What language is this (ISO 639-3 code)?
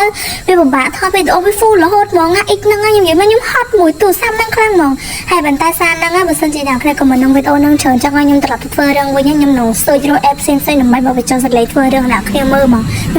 khm